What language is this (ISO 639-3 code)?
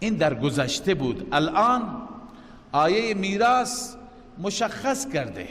fas